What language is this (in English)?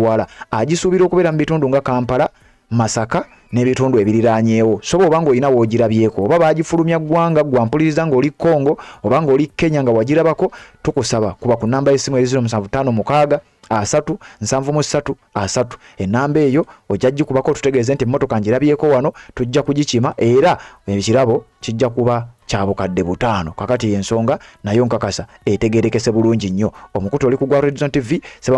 Ganda